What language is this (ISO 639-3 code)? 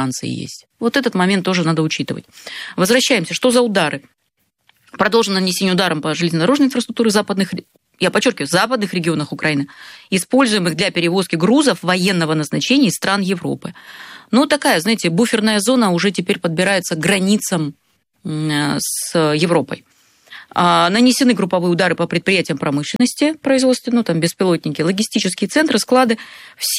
rus